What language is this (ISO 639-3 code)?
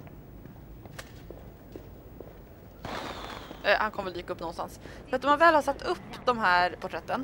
swe